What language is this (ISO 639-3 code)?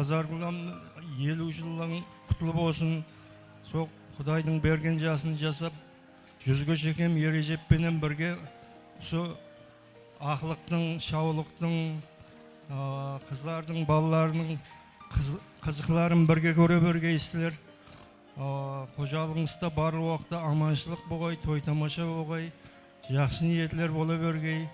kaa